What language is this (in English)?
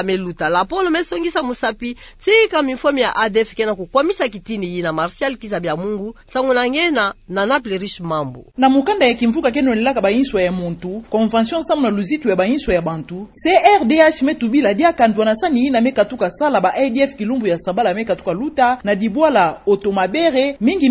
Kituba (Democratic Republic of Congo)